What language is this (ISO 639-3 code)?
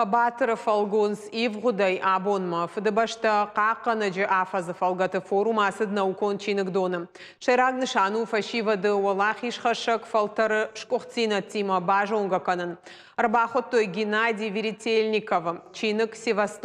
oss